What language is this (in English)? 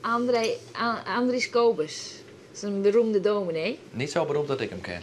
Western Frisian